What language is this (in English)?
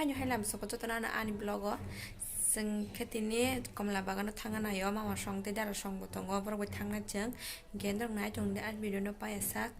Kok Borok